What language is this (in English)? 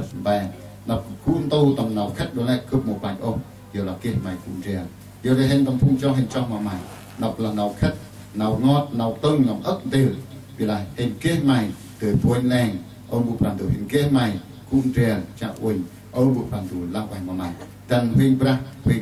Central Mnong